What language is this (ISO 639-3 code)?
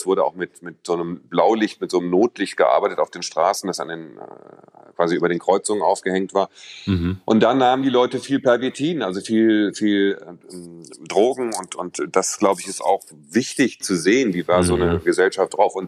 deu